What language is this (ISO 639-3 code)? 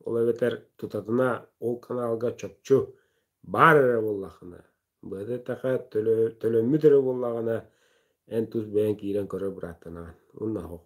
sah